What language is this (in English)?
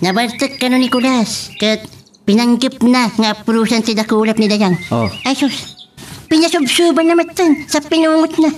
Iloko